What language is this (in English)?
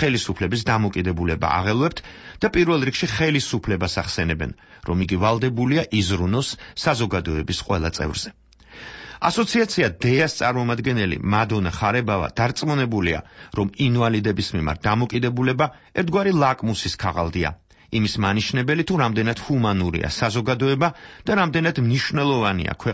Georgian